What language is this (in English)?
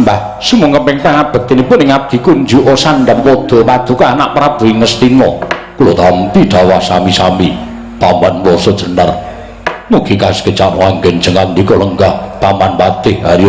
Javanese